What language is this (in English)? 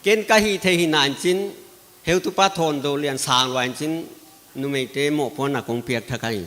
Paite Chin